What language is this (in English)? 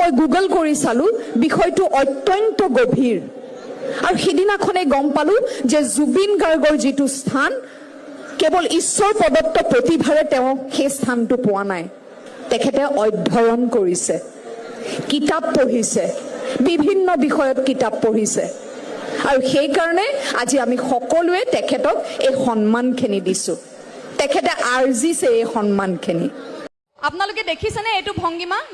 Assamese